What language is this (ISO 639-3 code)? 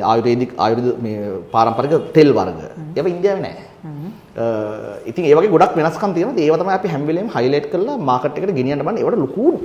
sin